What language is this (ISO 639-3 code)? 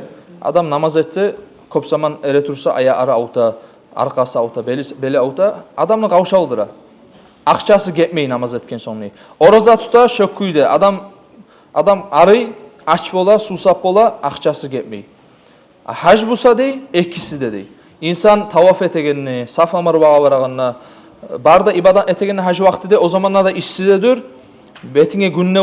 kum